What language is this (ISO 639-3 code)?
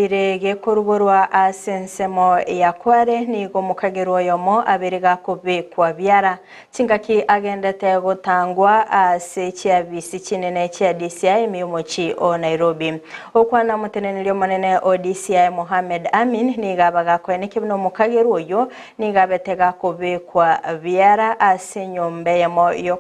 guz